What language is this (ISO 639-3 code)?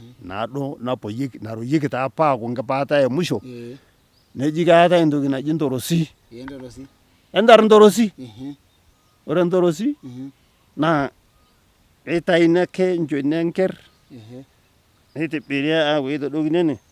mas